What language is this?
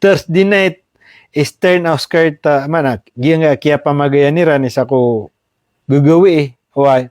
Maranao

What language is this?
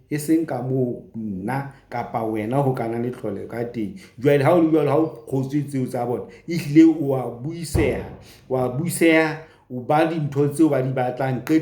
Southern Sotho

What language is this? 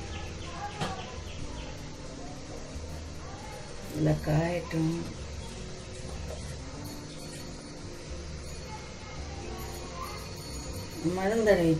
Tamil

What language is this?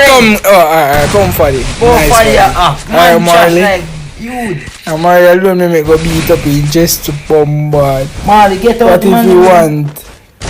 Jamaican Creole English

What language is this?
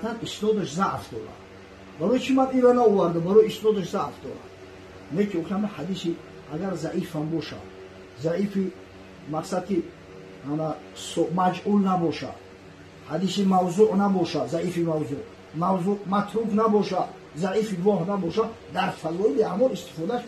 Tajik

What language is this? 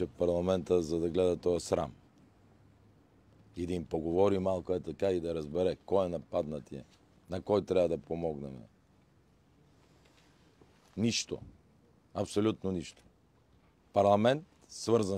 Bulgarian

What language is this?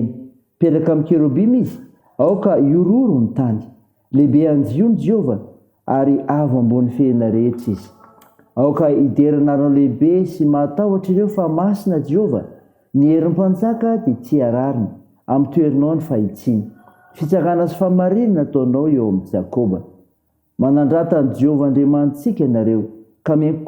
Malagasy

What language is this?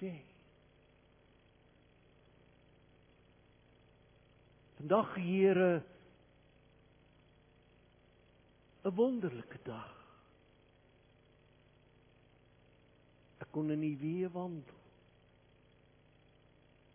Afrikaans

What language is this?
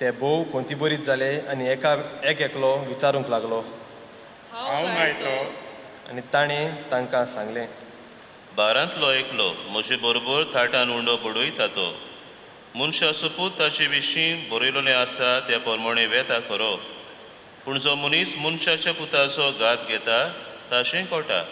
Konkani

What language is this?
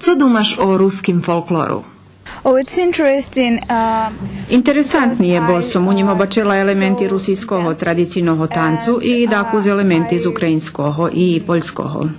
Rusyn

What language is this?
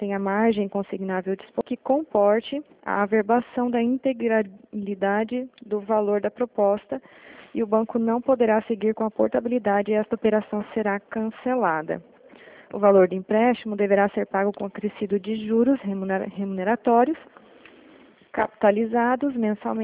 Portuguese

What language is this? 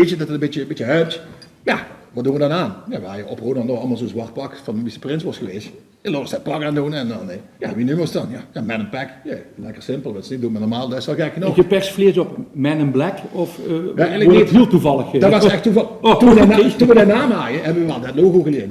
Limburgish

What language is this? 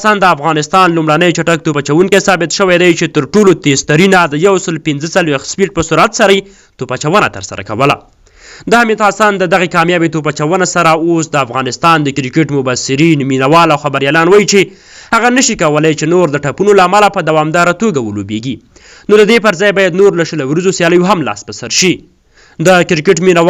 Pashto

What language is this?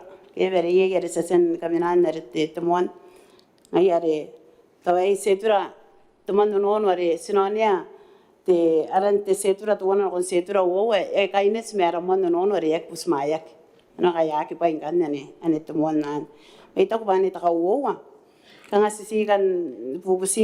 Gilbertese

